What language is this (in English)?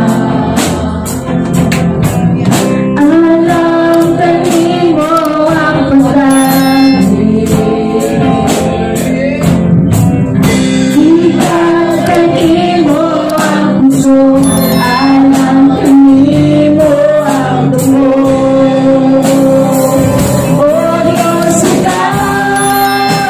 Filipino